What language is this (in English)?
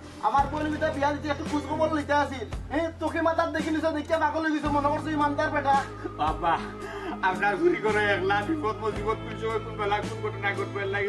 Sylheti